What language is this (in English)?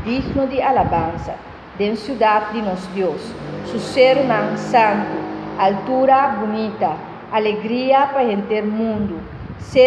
Papiamento